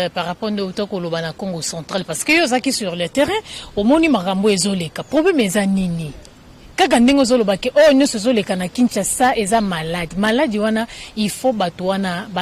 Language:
Lingala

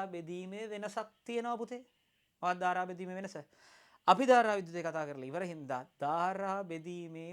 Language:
Sinhala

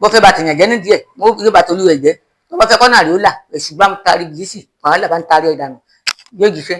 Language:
Yoruba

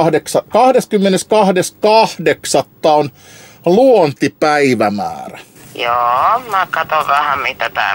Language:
Finnish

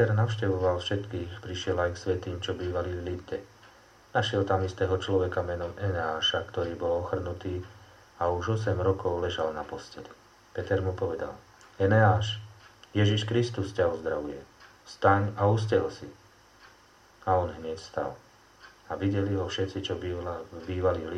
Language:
Slovak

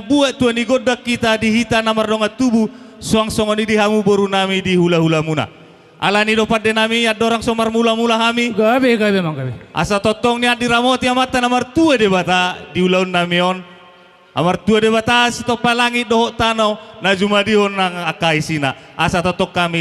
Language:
Batak Toba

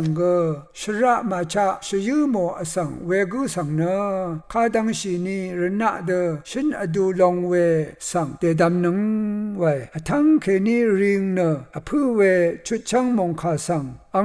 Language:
Rawang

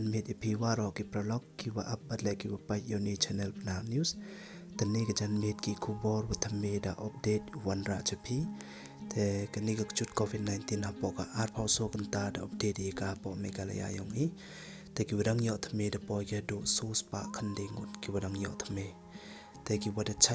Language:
Pnar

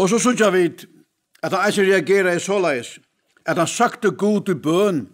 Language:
Faroese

